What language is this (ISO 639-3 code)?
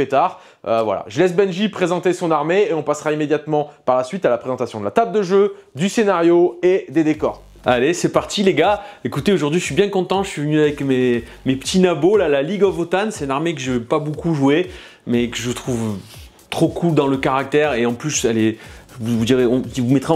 fra